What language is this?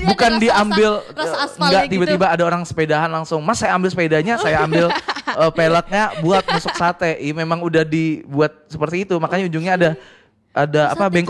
Indonesian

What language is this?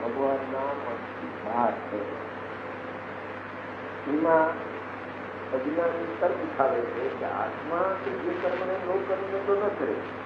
Gujarati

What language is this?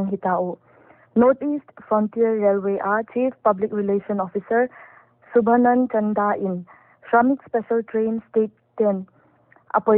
Paite Chin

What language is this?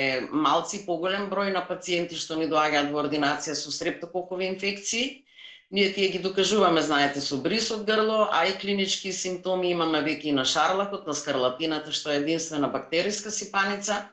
Macedonian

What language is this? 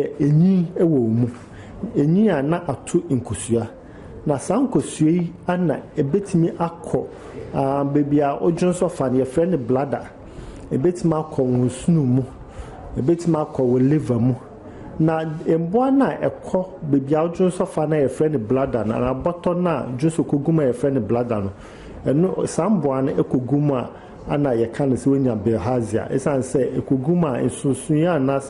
Akan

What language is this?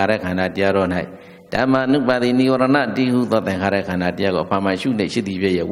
Burmese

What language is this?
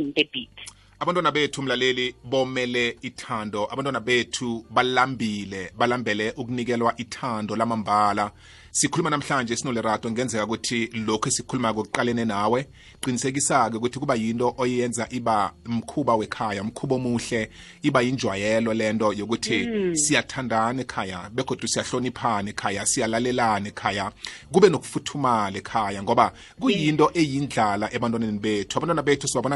South Ndebele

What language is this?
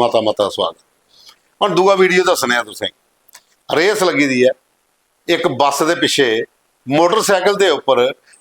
Dogri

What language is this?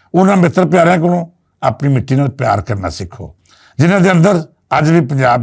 Western Panjabi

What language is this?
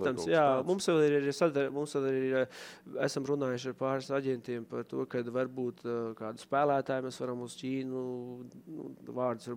Latvian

